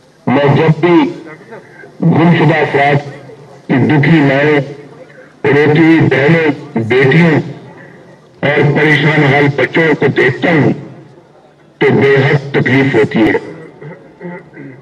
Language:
Urdu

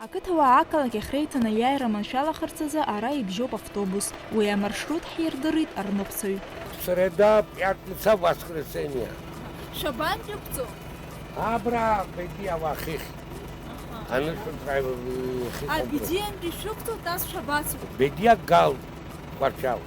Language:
Abkhazian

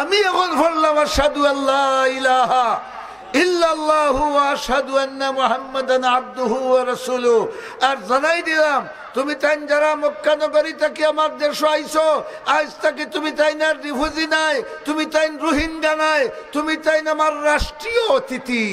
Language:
Sylheti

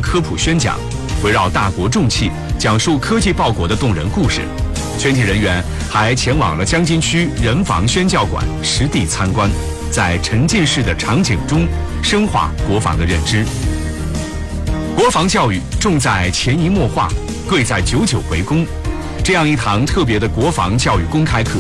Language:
Chinese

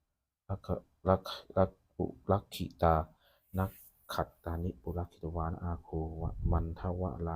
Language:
Pali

